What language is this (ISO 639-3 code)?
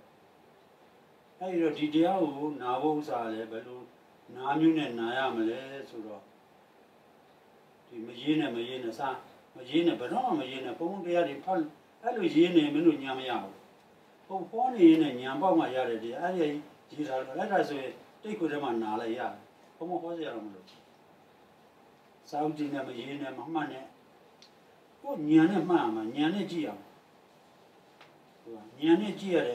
mya